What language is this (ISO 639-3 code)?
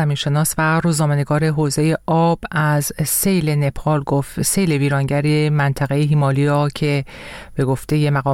fas